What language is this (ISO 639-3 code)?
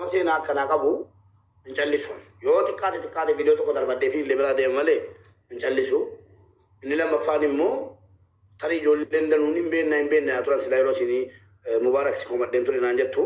orm